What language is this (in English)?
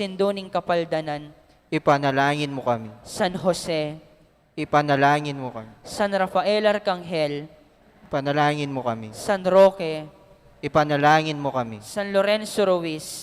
Pampanga